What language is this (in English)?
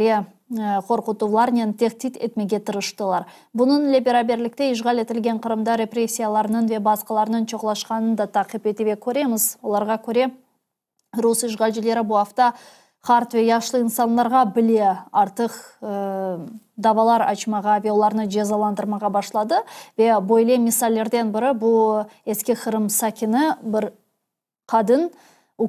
Crimean Tatar